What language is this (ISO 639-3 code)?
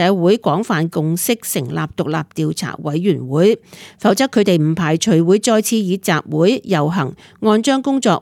yue